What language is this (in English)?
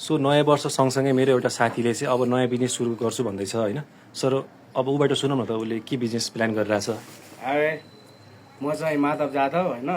Nepali